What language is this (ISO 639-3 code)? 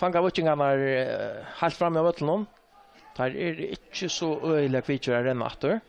fao